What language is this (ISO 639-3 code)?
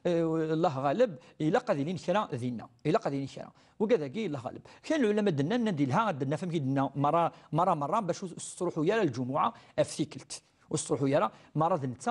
kab